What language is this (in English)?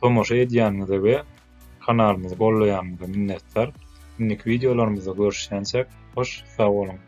Turkmen